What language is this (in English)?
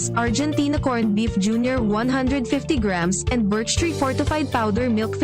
Bikol